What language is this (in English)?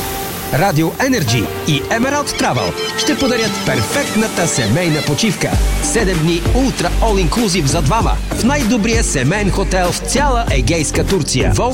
Bulgarian